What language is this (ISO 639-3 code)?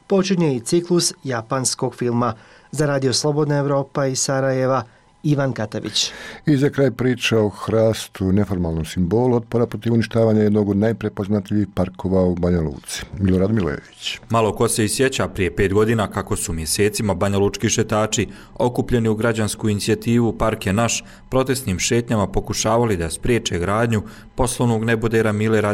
bos